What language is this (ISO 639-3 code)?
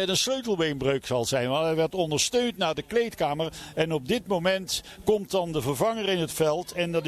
nld